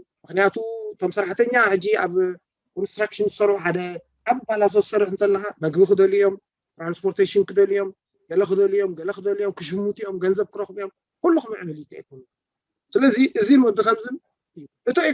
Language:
Tigrinya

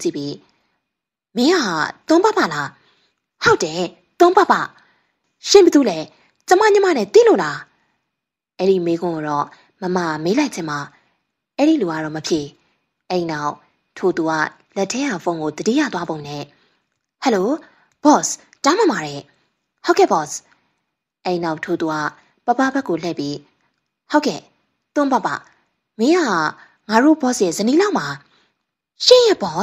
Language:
Burmese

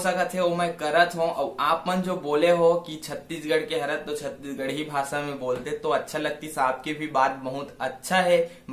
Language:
Chhattisgarhi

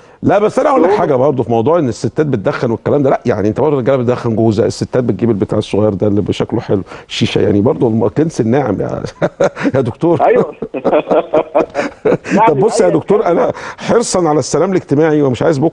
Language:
Egyptian Arabic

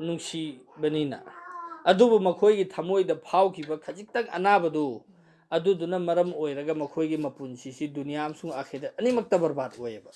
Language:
Manipuri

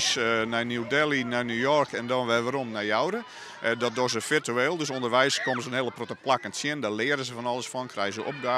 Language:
Western Frisian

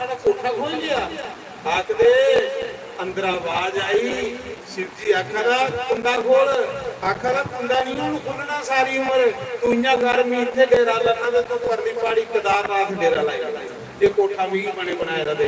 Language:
Dogri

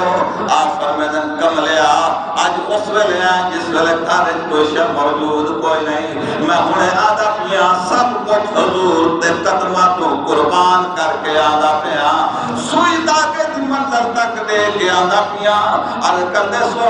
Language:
Saraiki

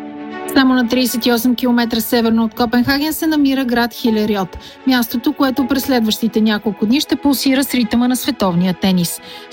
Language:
Bulgarian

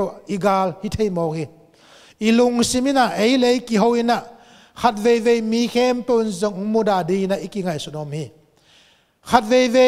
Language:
Tedim Chin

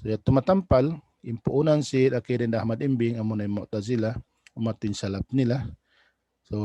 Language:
Tausug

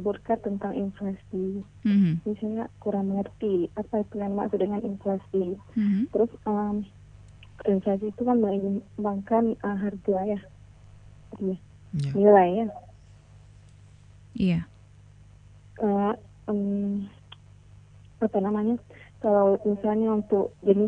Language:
Indonesian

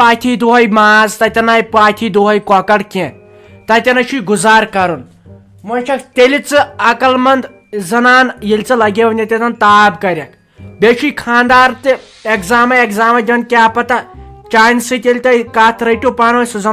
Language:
Kashmiri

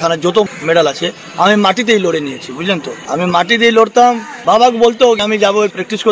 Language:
Bangla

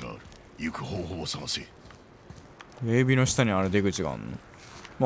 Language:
Japanese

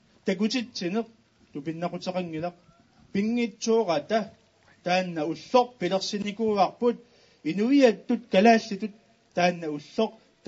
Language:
Kalaallisut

